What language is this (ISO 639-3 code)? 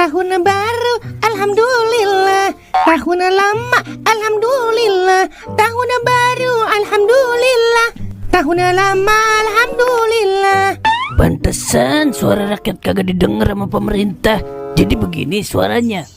bew